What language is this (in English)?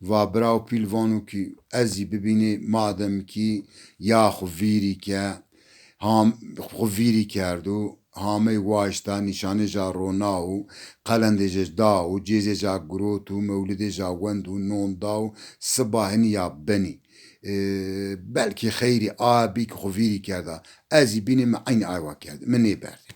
Zaza